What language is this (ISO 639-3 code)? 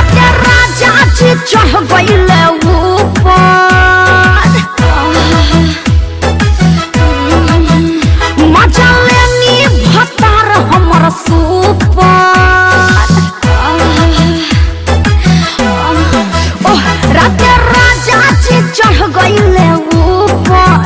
bho